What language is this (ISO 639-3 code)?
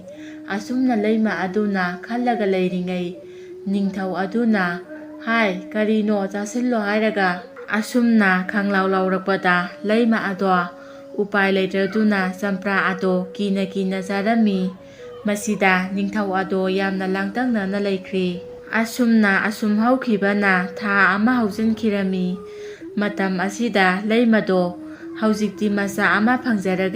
mni